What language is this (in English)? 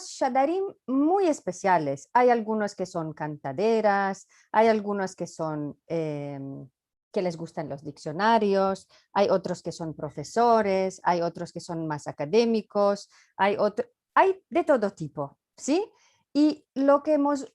Ladino